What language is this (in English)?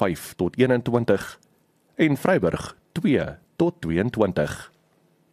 Afrikaans